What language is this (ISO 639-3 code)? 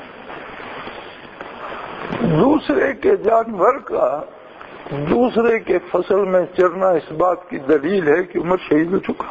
urd